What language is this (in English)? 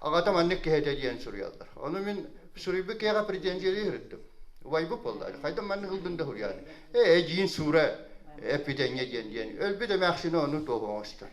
Yakut